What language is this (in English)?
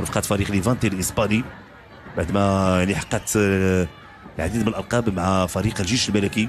Moroccan Arabic